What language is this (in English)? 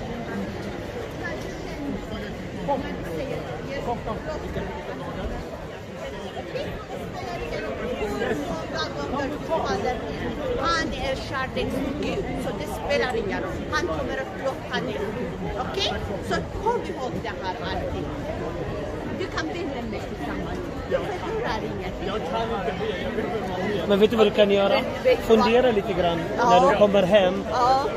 Swedish